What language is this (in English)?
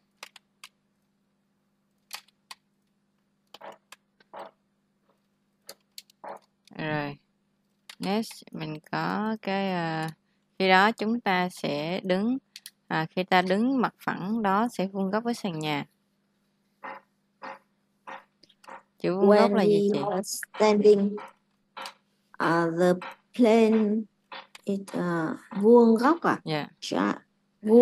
Vietnamese